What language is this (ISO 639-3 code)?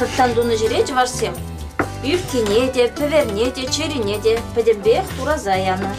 chv